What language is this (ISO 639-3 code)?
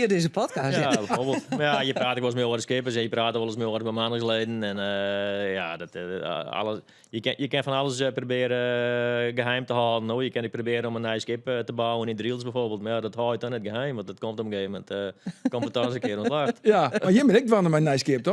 fry